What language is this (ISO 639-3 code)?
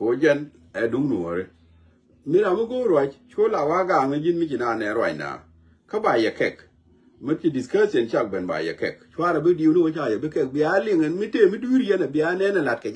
nus